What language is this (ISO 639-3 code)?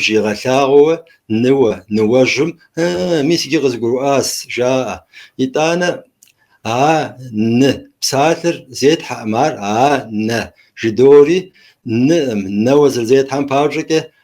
kbd